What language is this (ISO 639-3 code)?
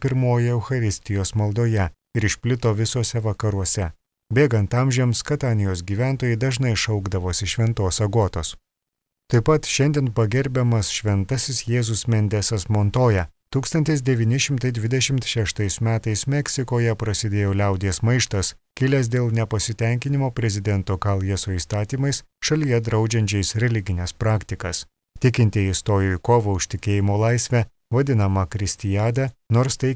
lit